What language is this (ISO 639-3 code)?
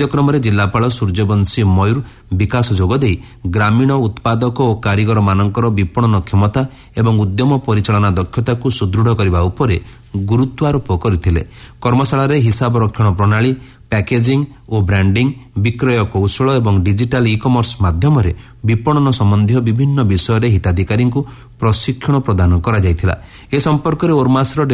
ori